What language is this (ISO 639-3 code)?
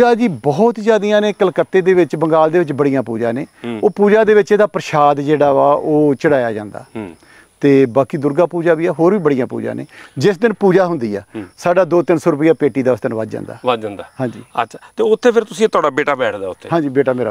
pan